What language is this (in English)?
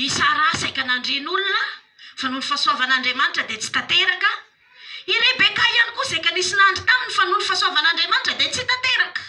Malagasy